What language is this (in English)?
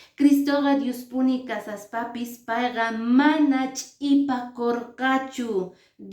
Quechua